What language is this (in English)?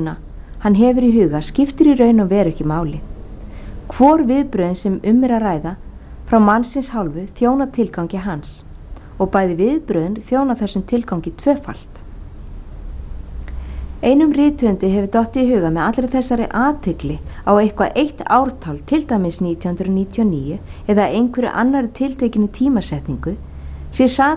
Icelandic